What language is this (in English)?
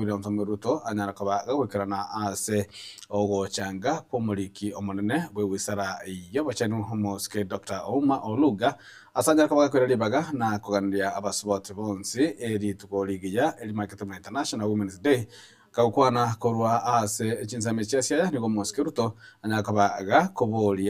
Gusii